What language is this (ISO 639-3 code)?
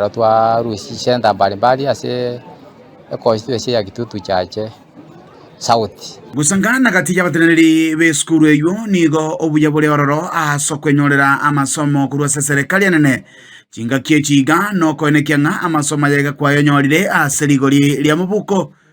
guz